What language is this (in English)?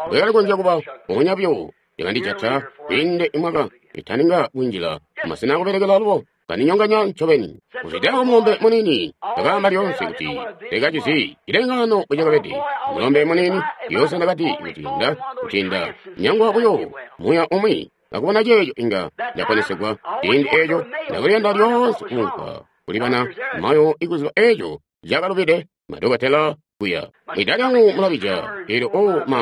Tonga (Zambia)